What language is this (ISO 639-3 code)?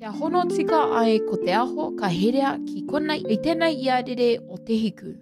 mri